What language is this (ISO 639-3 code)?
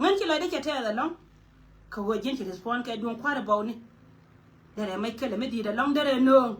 nus